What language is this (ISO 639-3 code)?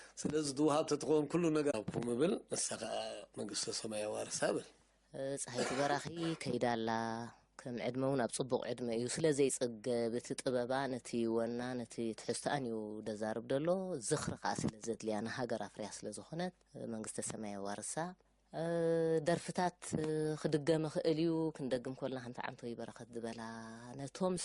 tir